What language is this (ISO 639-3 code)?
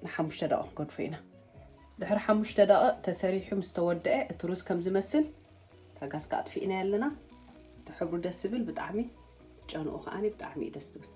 tir